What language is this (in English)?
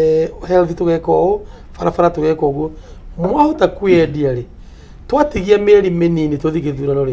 Kikuyu